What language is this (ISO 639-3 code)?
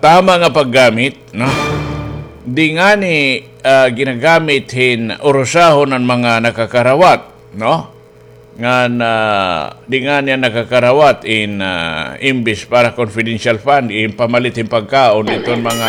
war